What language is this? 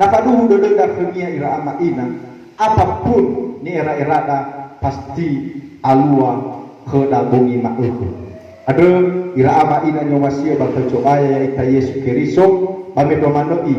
Nias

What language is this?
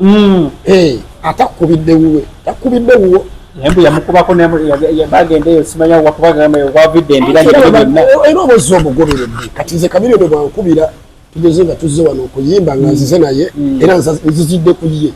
Ganda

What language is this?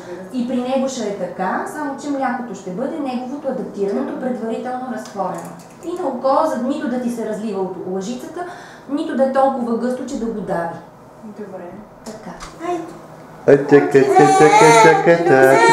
Bulgarian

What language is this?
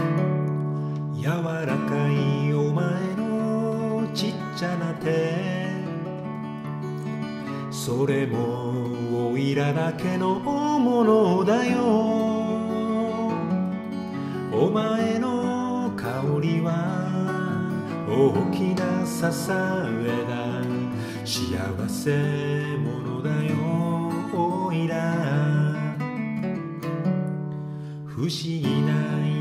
Japanese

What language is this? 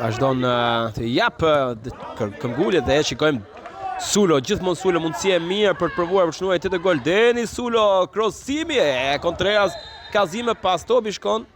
Albanian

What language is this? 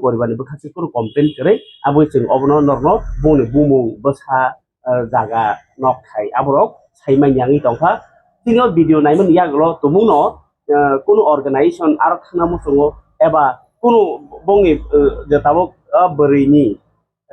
Kok Borok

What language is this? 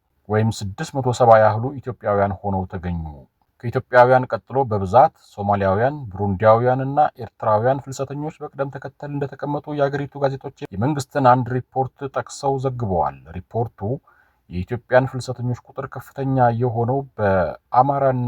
Amharic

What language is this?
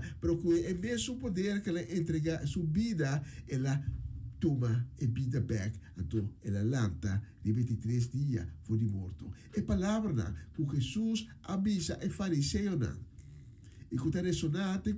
Papiamento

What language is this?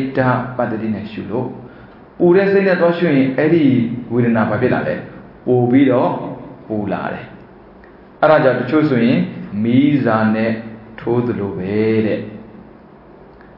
Burmese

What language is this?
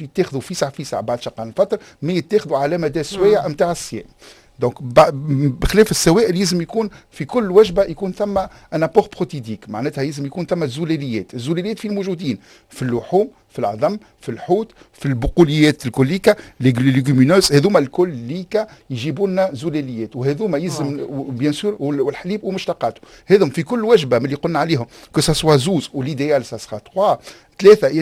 Tunisian Arabic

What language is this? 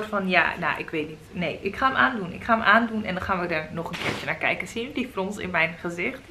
Dutch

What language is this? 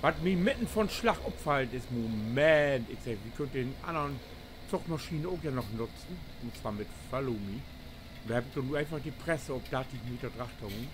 Low German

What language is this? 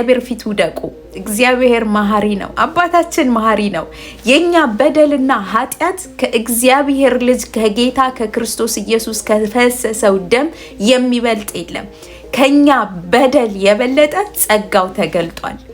Amharic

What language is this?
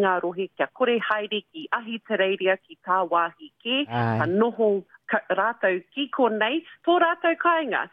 Māori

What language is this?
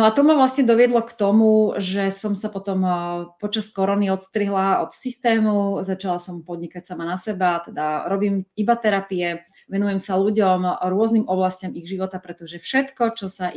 Slovak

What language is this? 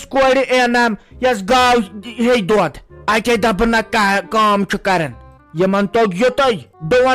Kashmiri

